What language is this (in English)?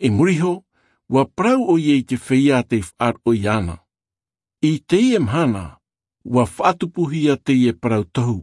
Tahitian